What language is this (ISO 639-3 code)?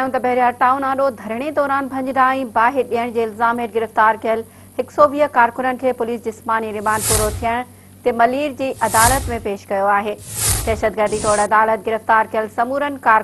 snd